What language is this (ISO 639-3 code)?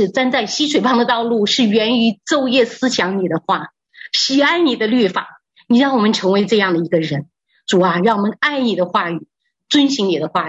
zho